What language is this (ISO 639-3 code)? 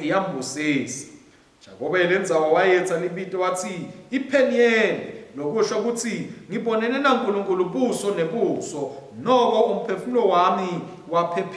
ssw